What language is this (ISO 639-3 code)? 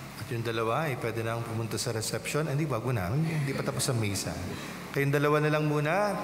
fil